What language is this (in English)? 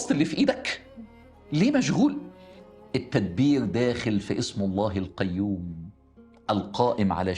Egyptian Arabic